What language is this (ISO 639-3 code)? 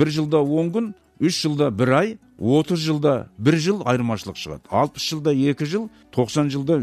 kaz